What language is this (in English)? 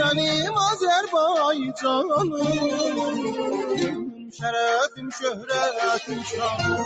South Azerbaijani